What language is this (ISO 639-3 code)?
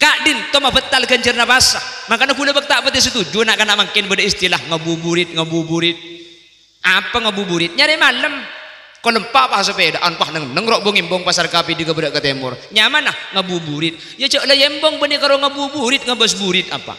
mad